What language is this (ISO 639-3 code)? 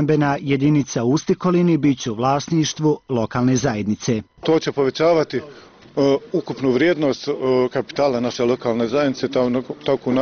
bos